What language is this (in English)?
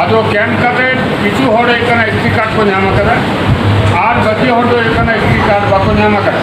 Santali